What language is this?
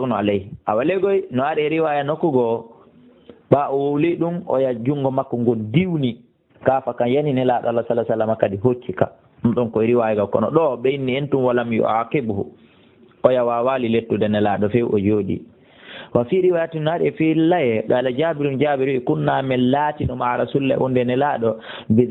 Fula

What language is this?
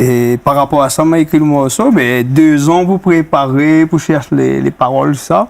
Réunion Creole French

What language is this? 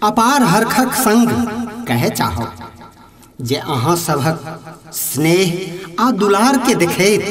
Maithili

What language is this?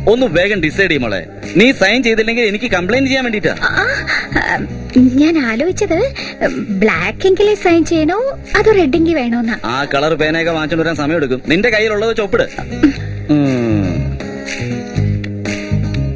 Malayalam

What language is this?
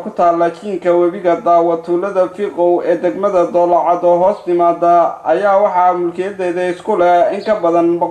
Somali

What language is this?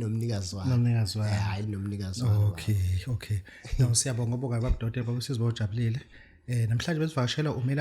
Zulu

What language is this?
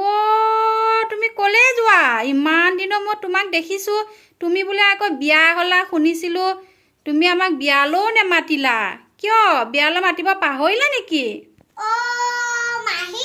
Assamese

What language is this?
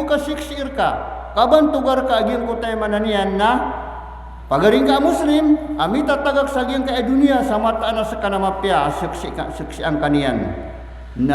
Maranao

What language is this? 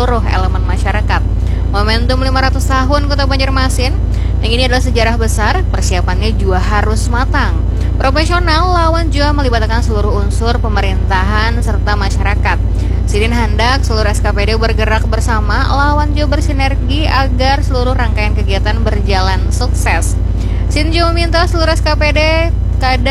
Banjar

